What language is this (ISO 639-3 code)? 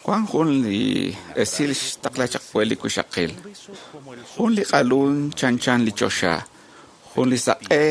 kek